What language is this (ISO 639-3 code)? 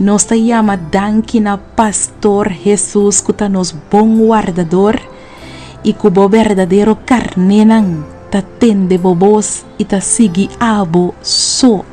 pap